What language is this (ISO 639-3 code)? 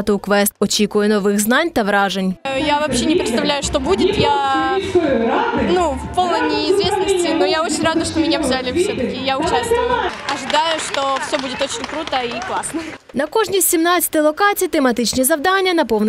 ukr